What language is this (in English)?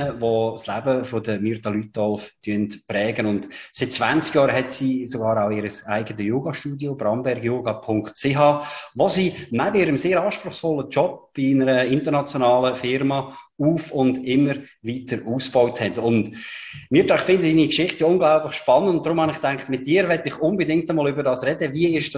German